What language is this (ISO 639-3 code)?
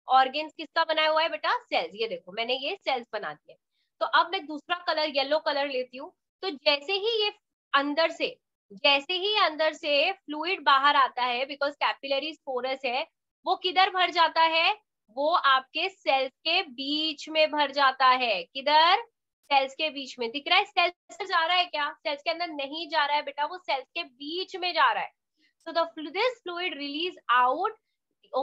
hin